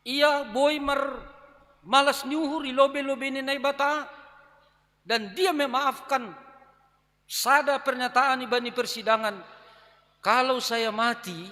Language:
Batak Simalungun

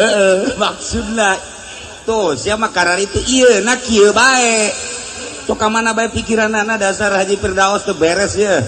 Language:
Sundanese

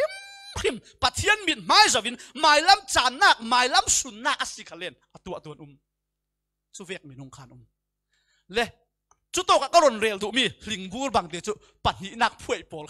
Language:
Falam Chin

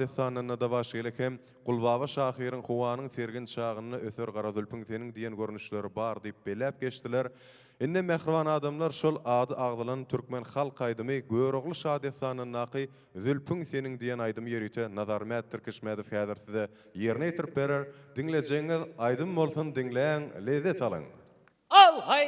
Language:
Turkmen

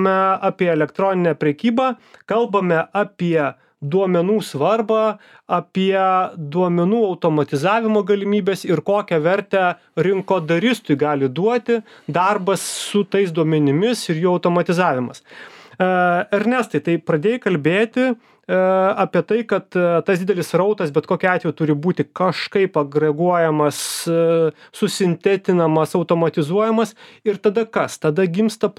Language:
Lithuanian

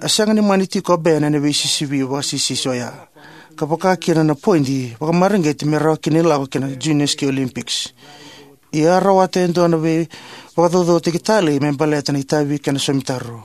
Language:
Fijian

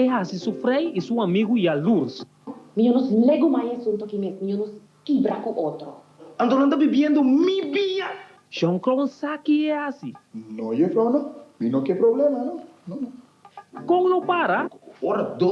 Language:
Papiamento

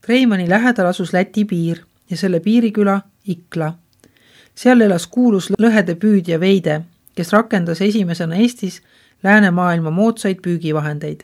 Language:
Estonian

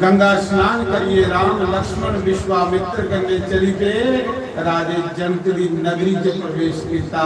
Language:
Dogri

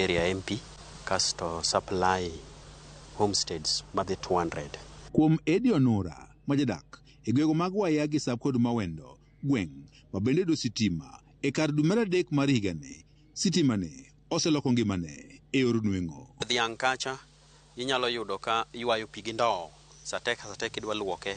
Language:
Luo (Kenya and Tanzania)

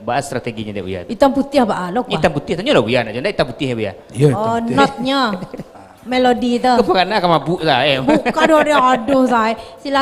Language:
Minangkabau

